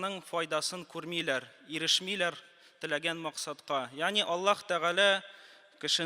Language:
Tatar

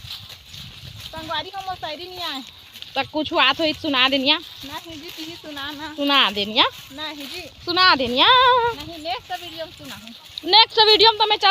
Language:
Chhattisgarhi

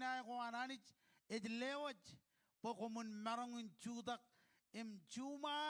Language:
Marshallese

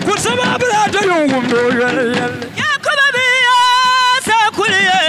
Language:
Dagbani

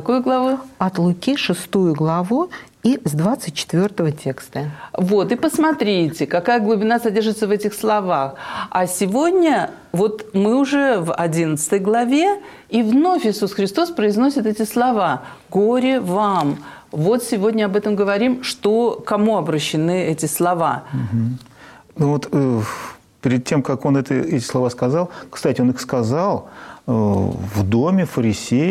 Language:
Russian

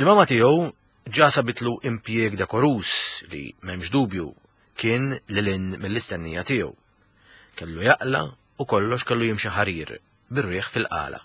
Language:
Maltese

